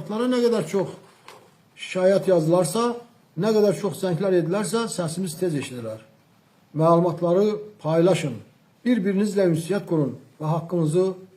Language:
Azerbaijani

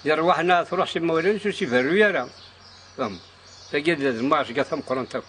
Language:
Kabyle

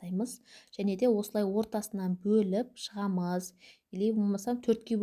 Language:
Kazakh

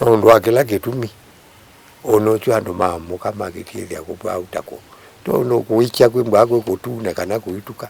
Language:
Kamba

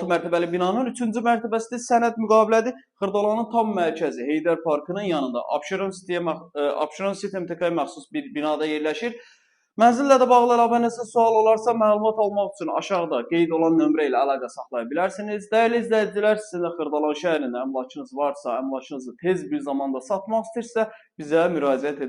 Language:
Azerbaijani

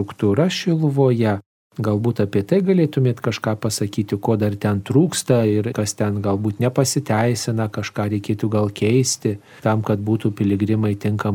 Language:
Lithuanian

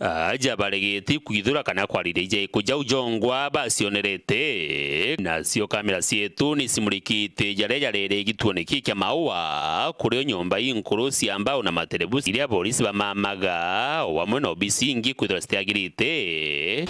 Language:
Meru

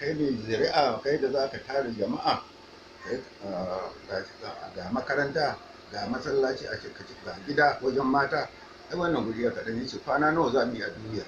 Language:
Hausa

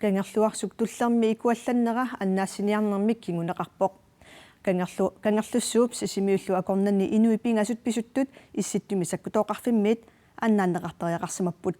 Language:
Kalaallisut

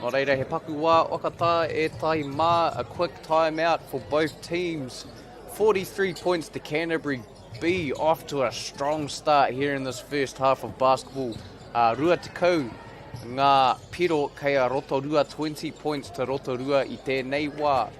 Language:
Māori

